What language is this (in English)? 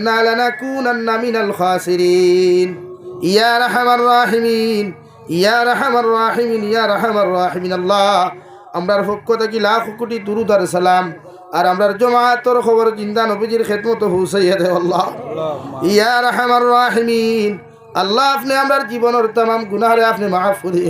Sylheti